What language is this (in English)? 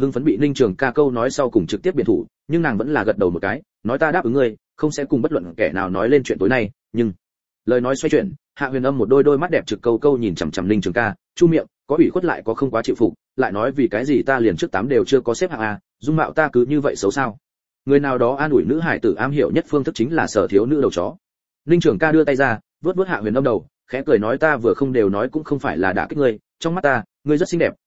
Vietnamese